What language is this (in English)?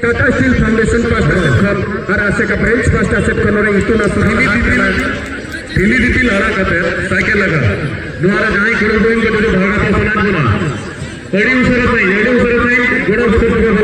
Santali